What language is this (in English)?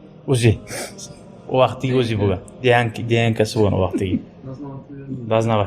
Kumyk